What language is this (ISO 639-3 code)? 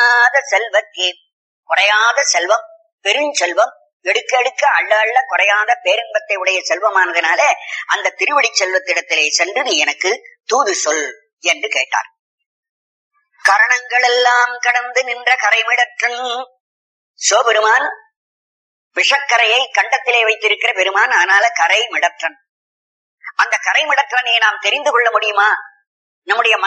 tam